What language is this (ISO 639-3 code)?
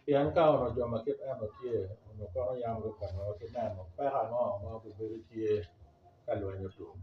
ach